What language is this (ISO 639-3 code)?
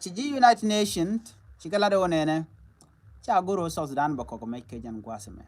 nus